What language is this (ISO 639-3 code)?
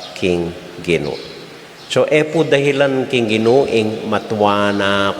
pam